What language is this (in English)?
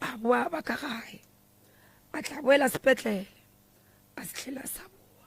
Northern Sotho